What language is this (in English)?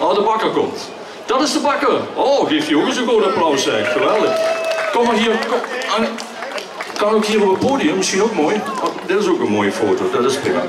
Limburgish